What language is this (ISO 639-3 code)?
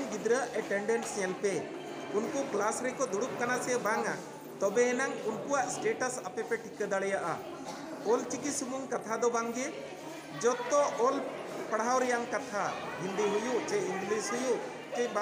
sat